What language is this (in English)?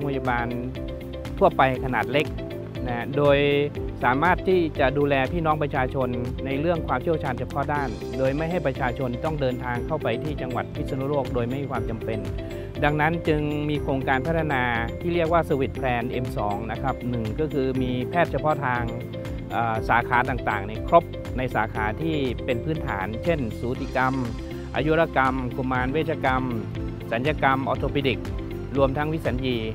Thai